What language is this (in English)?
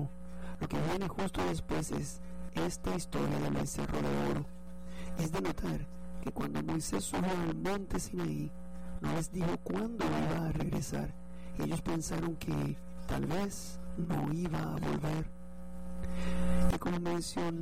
Spanish